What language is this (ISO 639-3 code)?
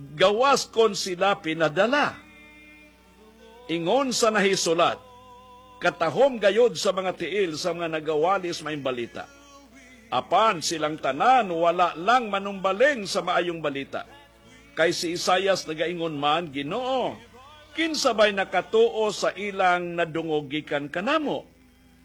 ceb